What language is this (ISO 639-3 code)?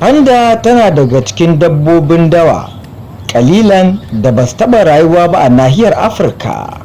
hau